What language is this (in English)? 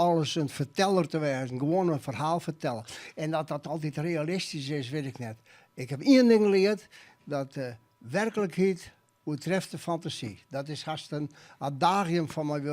Western Frisian